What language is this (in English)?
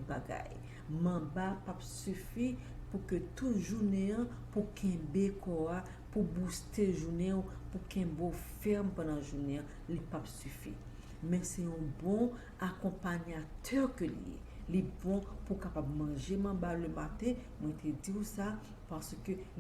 Haitian Creole